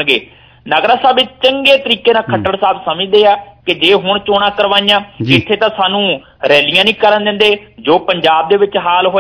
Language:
Punjabi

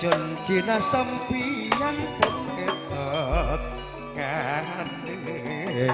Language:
Madurese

